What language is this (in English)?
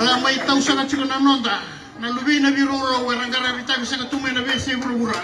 Fijian